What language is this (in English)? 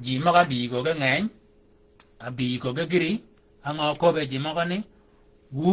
Shilluk